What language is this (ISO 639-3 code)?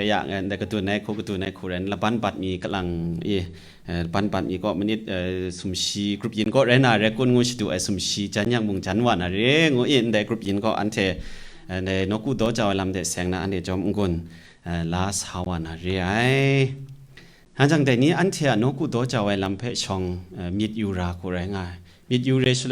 kac